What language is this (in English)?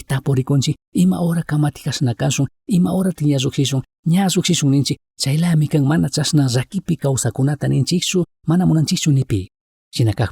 Chimborazo Highland Quichua